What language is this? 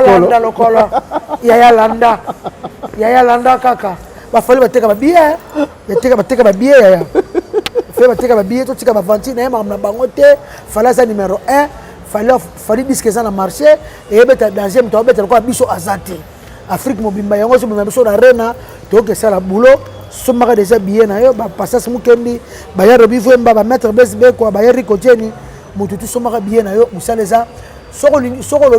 Lingala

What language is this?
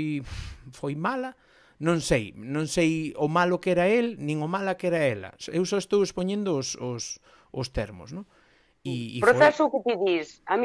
Galician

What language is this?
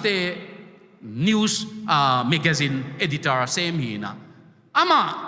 Tedim Chin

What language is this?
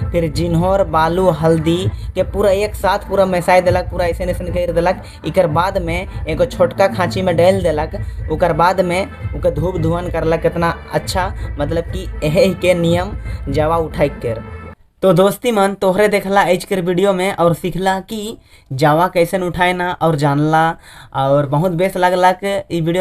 Sadri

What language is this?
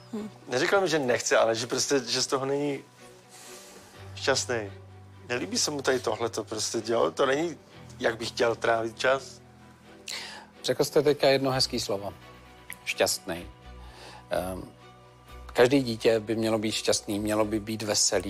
Czech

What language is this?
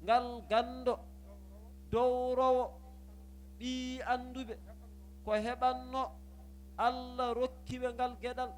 Fula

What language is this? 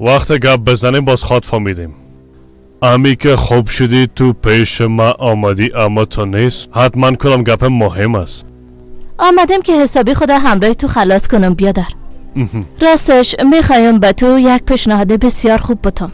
Persian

